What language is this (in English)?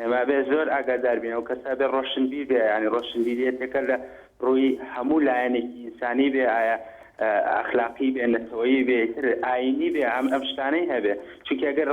Central Kurdish